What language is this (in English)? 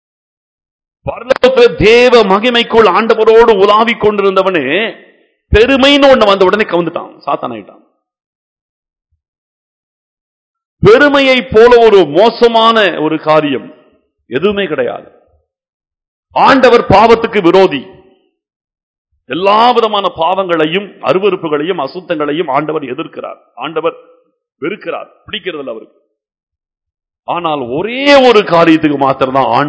Tamil